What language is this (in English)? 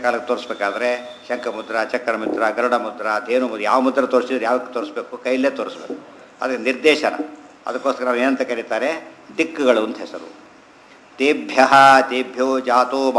Kannada